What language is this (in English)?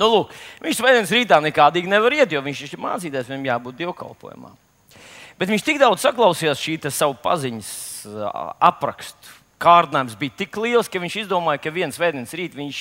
Latvian